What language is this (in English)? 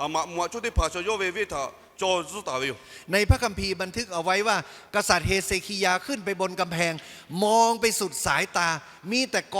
Lahu